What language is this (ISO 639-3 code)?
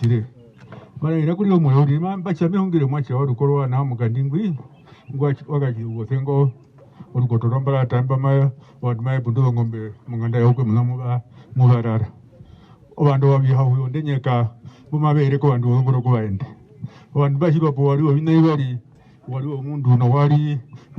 her